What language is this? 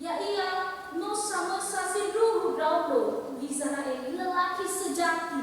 Nias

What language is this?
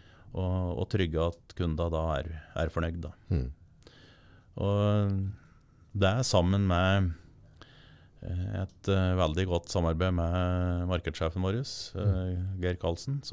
Norwegian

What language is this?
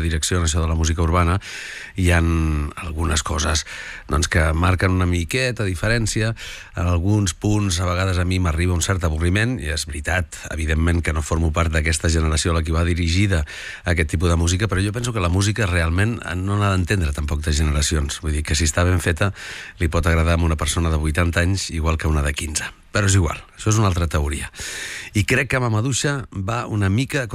Catalan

